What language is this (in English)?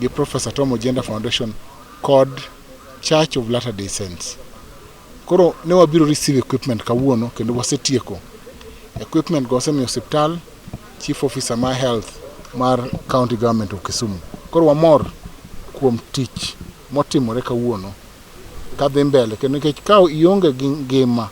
Luo (Kenya and Tanzania)